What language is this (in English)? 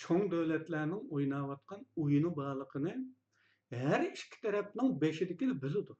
Uyghur